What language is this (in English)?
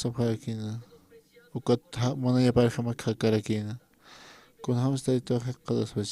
Aymara